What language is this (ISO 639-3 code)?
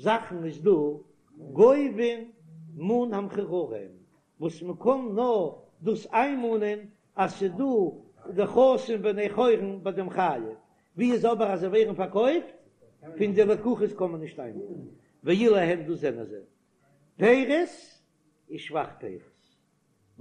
yid